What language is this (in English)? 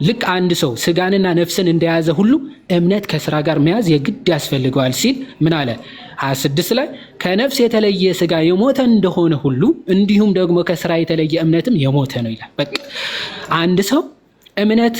Amharic